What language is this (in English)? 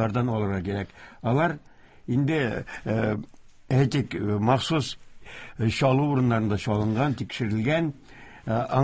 Tatar